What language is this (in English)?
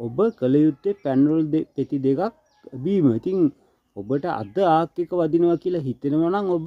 Sinhala